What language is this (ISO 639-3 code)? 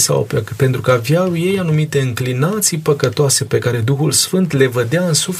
ron